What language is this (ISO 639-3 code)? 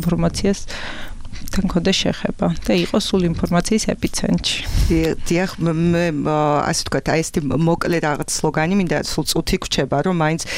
kat